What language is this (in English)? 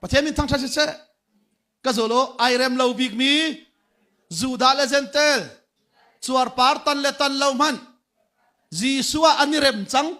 Hakha Chin